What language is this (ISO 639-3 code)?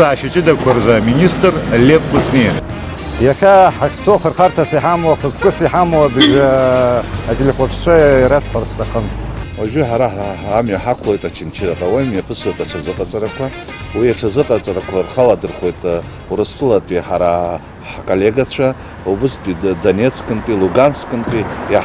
abk